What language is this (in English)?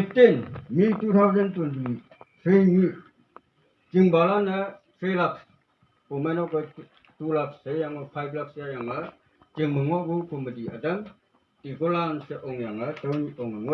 Konyak Naga